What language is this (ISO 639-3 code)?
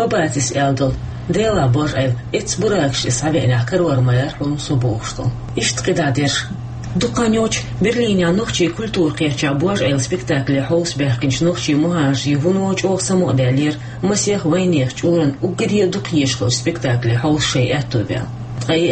che